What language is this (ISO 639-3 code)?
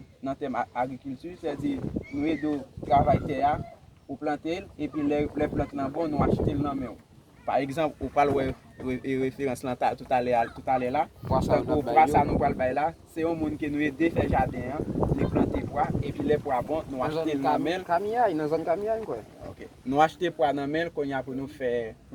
hat